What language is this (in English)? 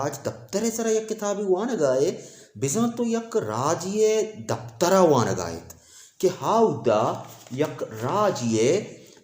Baluchi